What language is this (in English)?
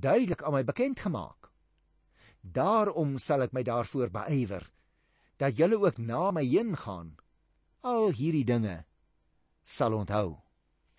Afrikaans